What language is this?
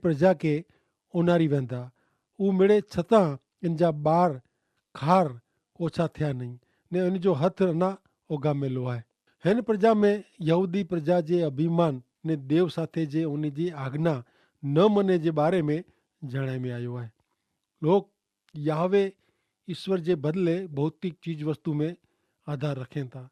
Kachhi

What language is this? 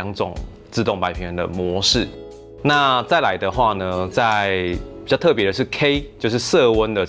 Chinese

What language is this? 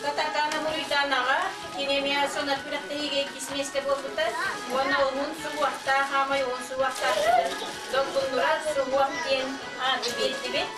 Yakut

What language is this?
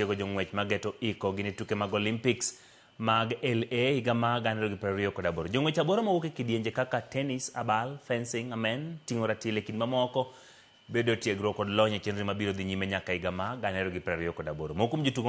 Luo (Kenya and Tanzania)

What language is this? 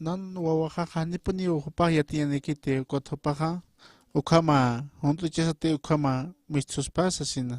Aymara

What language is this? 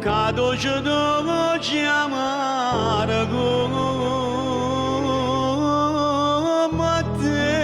Neapolitan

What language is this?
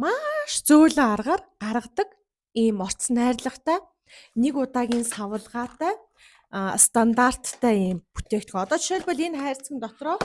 Mongolian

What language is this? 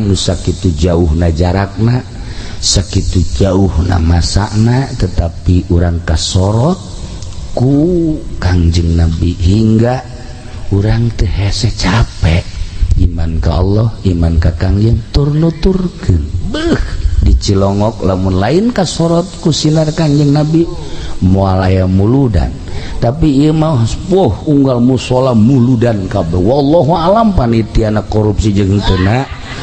Sundanese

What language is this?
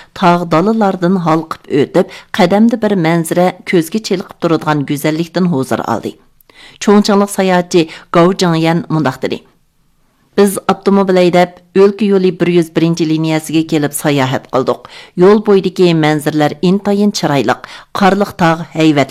Uyghur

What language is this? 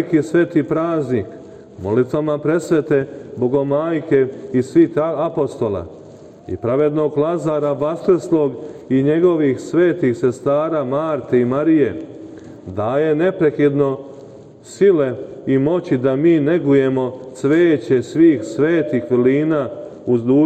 Serbian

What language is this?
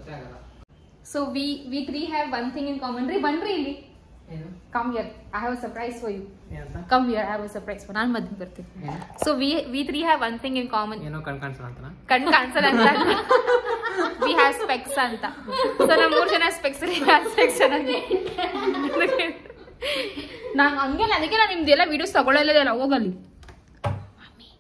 Kannada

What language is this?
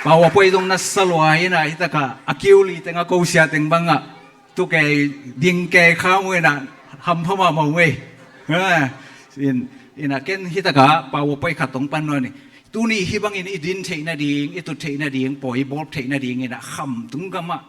Tedim Chin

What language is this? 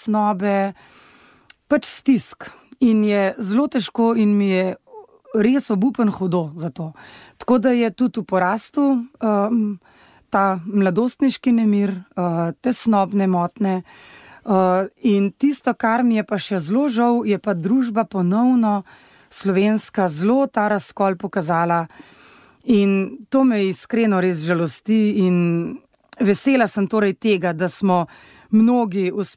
Slovenian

